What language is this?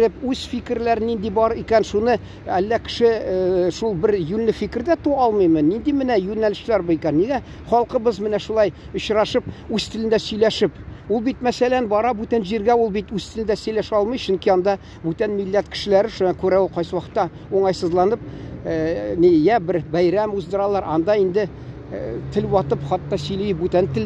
Tatar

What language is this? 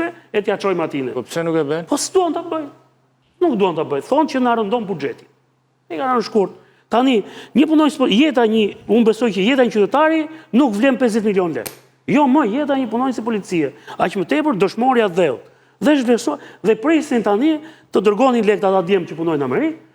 Albanian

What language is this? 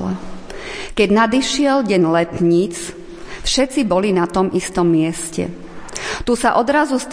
Slovak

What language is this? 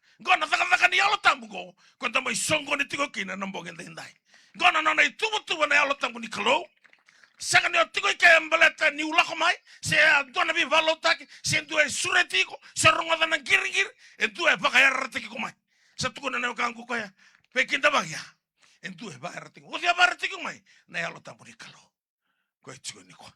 Fijian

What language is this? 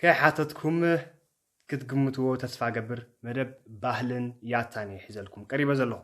Tigrinya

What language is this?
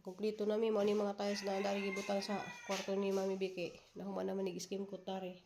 Cebuano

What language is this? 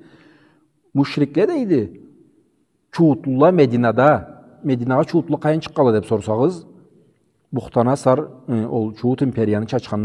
Karachay-Balkar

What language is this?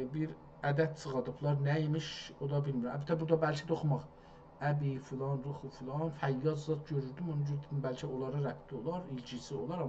South Azerbaijani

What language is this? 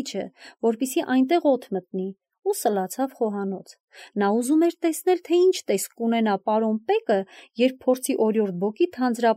Armenian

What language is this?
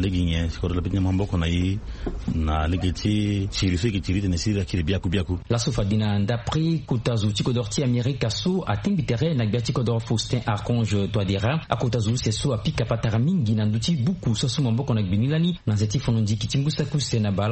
Sango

